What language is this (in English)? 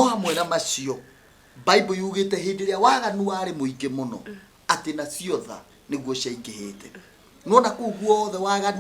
Kikuyu